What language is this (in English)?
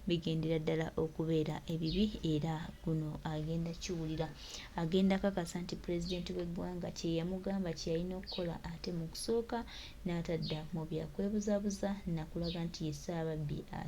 Ganda